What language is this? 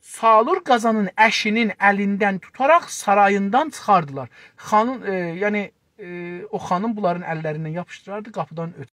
South Azerbaijani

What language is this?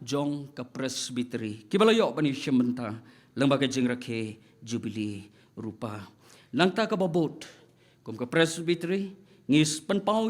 Khasi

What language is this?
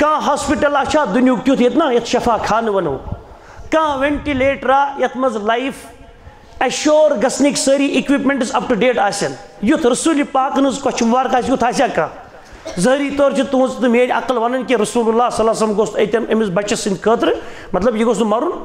Kashmiri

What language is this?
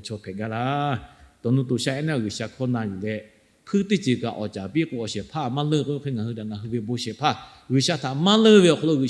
Lahu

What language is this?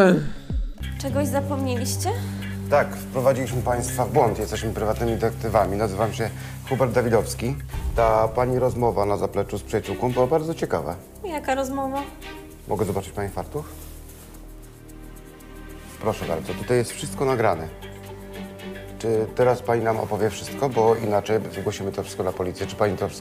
Polish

